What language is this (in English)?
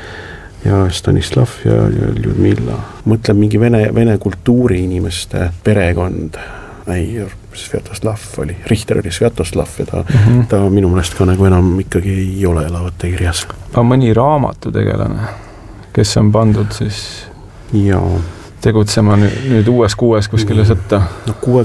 Estonian